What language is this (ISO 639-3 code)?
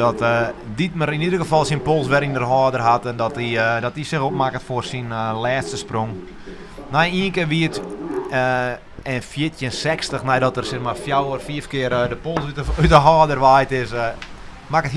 fry